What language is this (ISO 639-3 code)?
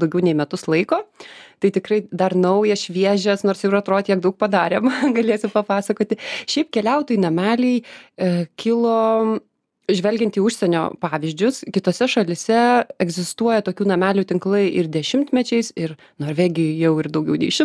lit